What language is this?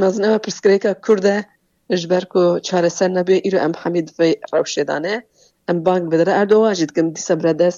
Kurdish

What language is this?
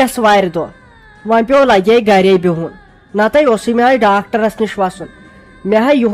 Kashmiri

